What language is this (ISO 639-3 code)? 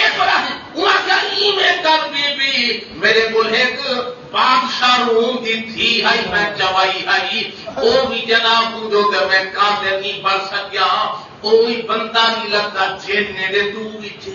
skr